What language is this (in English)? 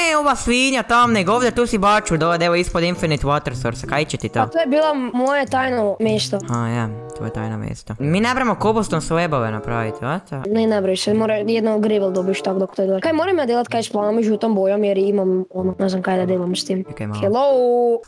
Croatian